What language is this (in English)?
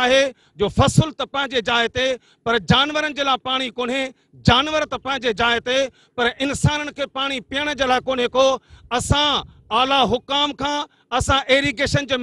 Sindhi